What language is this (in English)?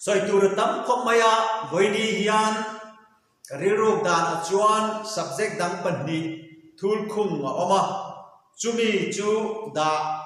Mizo